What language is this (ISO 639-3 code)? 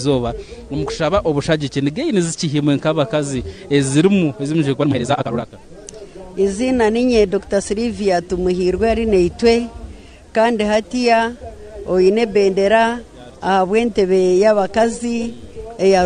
nyn